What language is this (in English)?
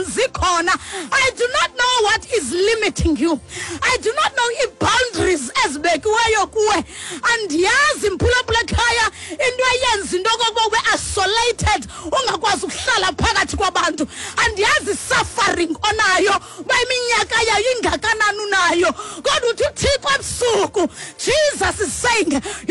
Xhosa